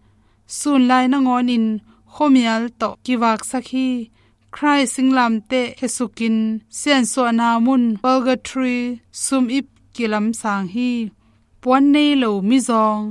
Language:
Tedim Chin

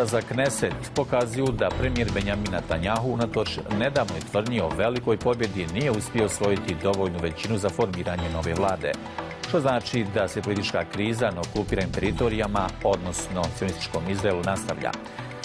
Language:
Bosnian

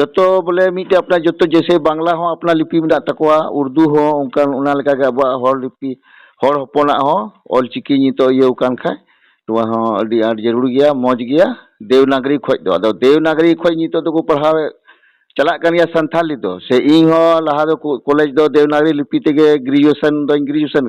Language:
Santali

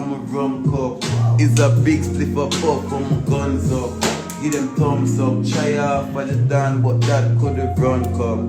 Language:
Jamaican Creole English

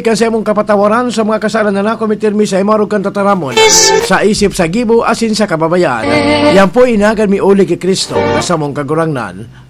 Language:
Bikol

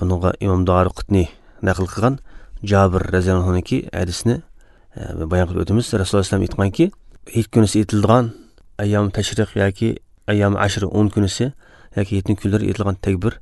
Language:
Uyghur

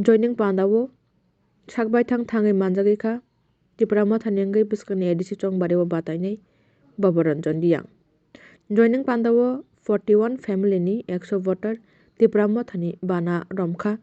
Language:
Kok Borok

